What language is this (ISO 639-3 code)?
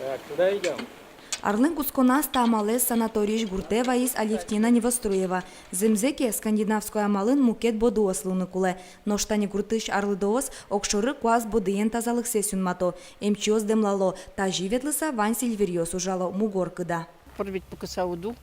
udm